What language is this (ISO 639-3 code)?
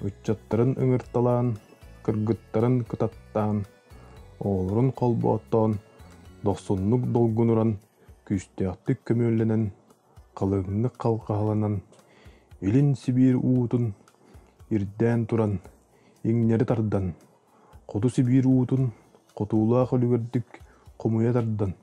sah